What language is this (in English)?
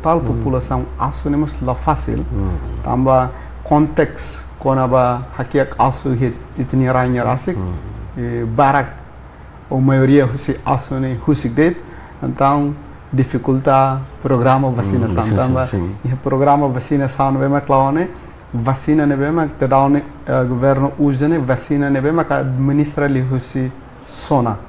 Tetum